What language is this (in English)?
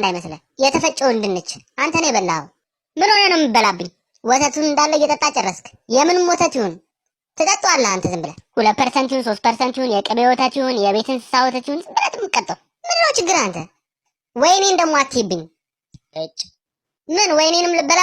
Amharic